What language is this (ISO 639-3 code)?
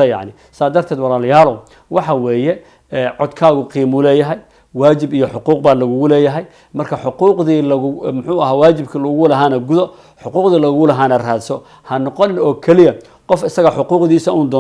som